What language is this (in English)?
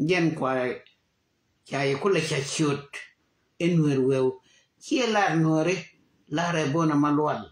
Nuer